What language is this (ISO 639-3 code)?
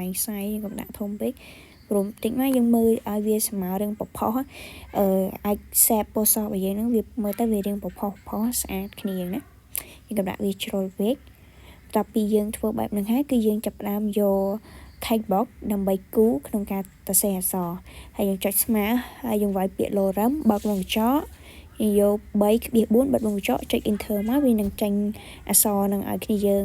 khm